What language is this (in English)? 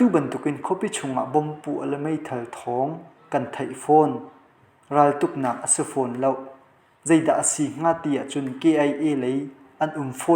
Hakha Chin